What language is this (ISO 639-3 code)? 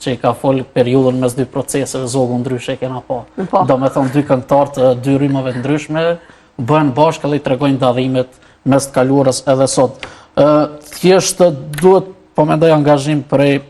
sqi